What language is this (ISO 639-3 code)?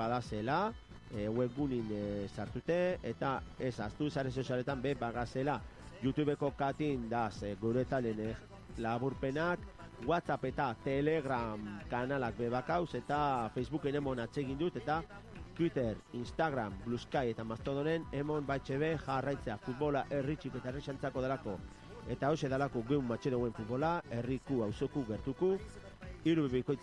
eus